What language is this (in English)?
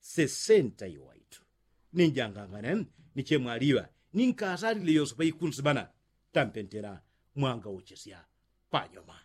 Yao